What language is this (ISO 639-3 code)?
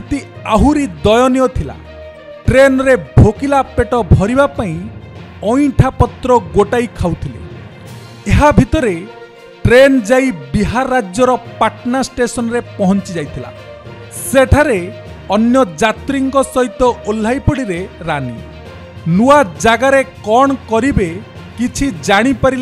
ori